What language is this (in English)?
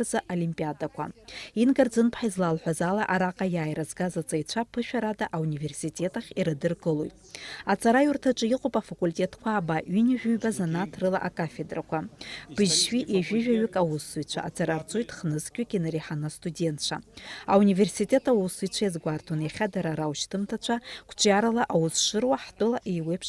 Abkhazian